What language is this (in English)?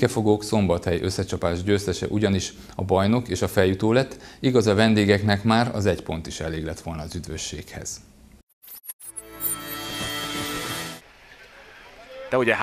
Hungarian